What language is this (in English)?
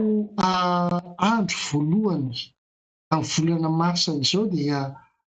Malagasy